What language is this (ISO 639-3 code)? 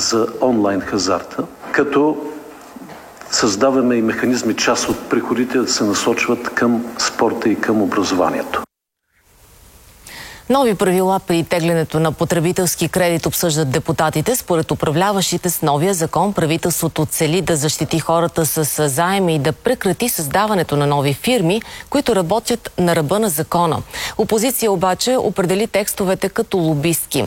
bul